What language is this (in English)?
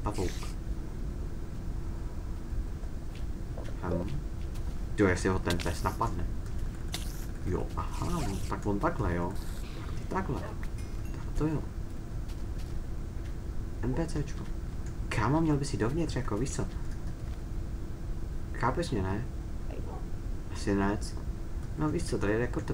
Czech